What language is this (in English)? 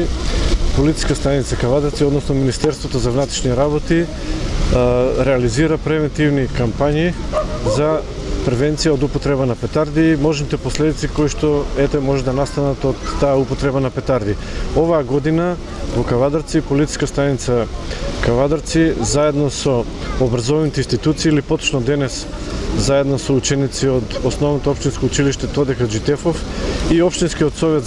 Macedonian